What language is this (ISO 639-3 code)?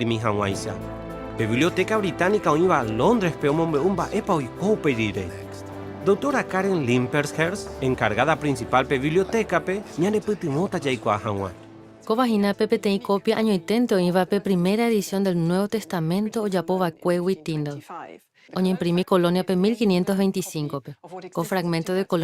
grn